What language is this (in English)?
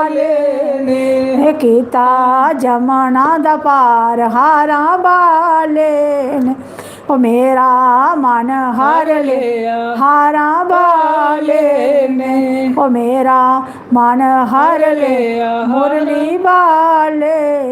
Dogri